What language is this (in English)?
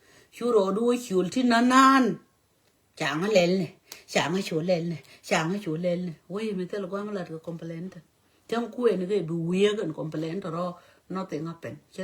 Nuer